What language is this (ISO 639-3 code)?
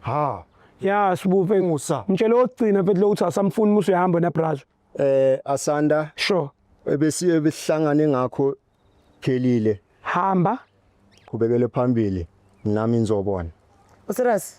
zul